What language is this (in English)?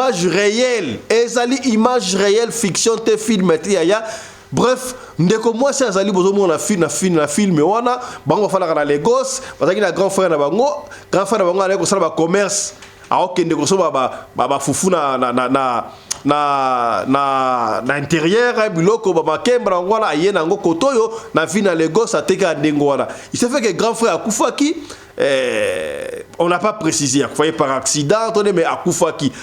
Lingala